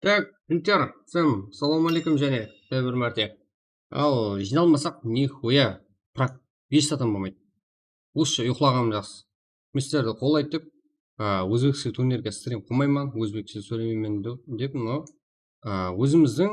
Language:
Kara-Kalpak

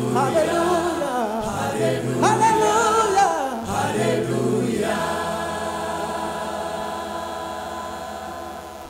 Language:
Kinyarwanda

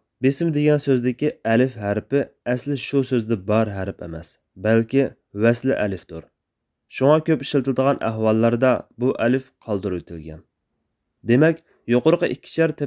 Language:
Uyghur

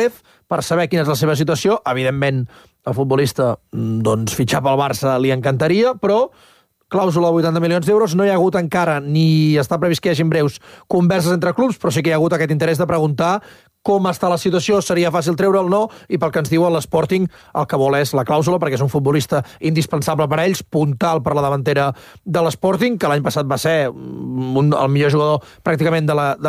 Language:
Catalan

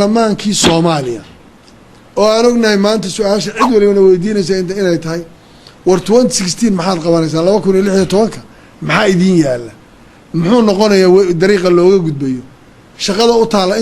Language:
Somali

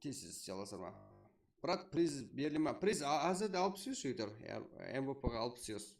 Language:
Kara-Kalpak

